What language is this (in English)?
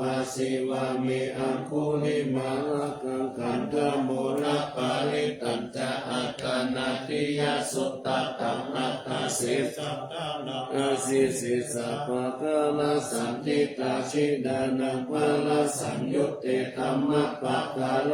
Pali